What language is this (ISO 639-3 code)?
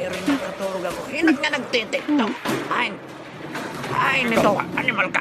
war